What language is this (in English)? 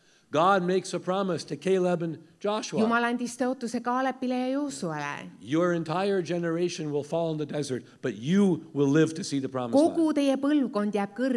Estonian